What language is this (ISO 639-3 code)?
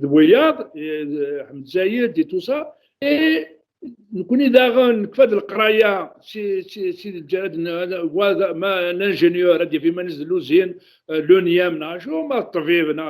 kab